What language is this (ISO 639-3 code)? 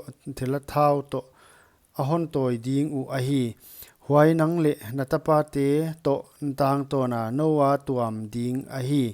pck